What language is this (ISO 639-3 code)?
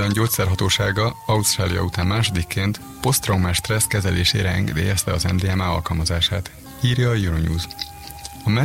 hun